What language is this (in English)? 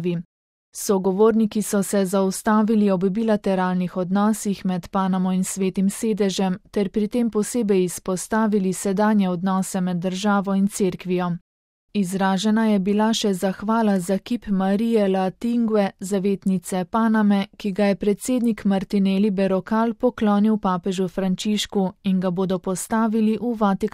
Slovenian